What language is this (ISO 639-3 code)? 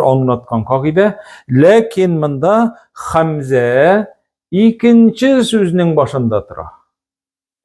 tat